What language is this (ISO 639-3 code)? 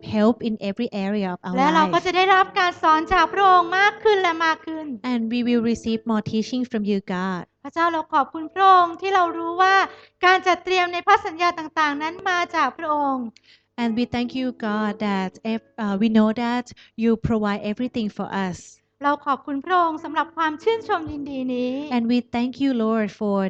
tha